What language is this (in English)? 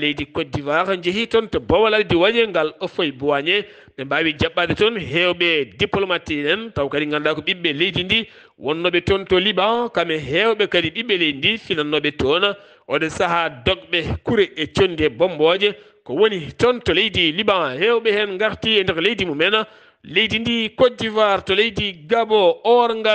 Fula